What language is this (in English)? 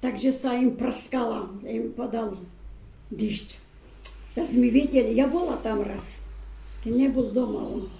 Rusyn